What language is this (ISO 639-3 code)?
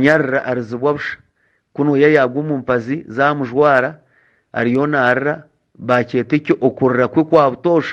nyn